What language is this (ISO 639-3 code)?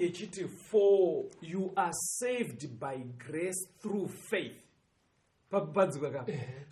sna